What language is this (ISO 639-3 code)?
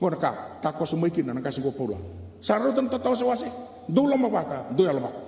fij